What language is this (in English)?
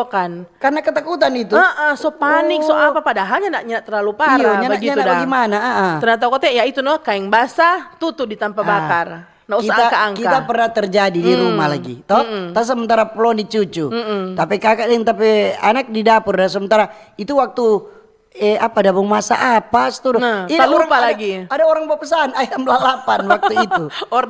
Manado Malay